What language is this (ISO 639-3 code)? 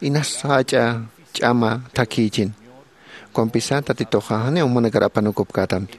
aym